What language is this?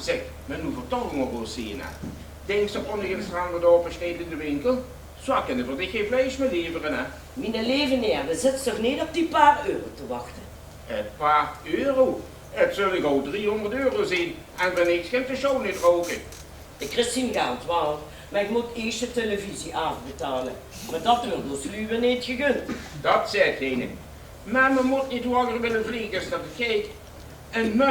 Limburgish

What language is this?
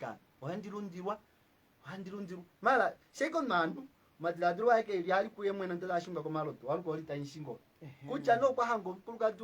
Kuanyama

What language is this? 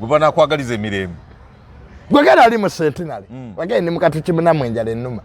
Ganda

